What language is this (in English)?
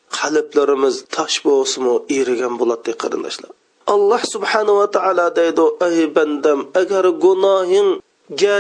Uyghur